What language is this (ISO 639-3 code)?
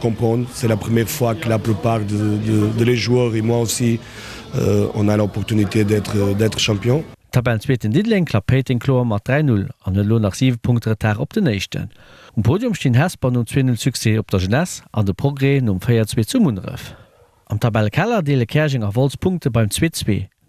ltz